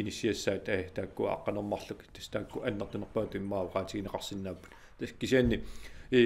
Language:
Kalaallisut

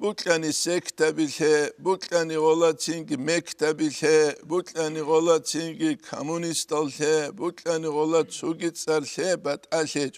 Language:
Avaric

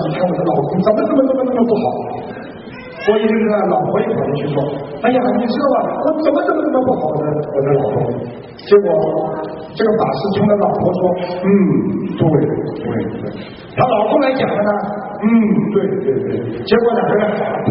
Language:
Chinese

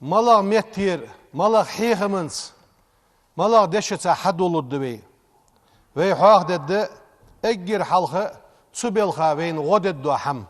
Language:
Ingush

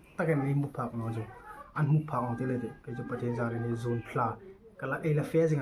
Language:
Hmar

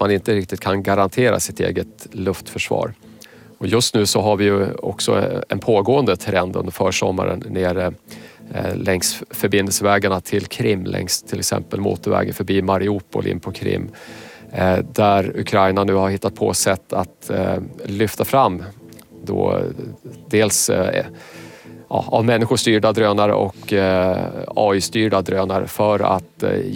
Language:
Swedish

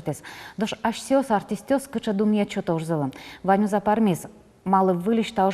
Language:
Udmurt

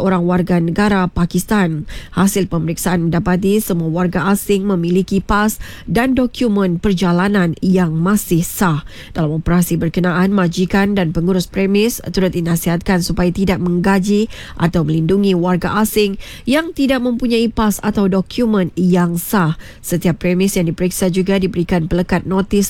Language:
Malay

